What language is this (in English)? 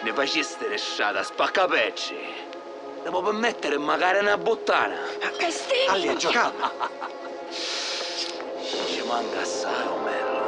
Sicilian